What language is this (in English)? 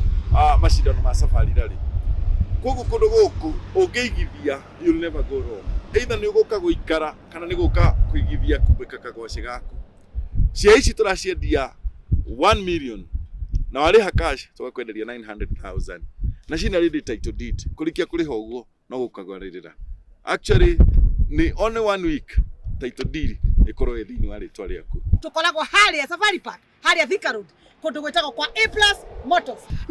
Kikuyu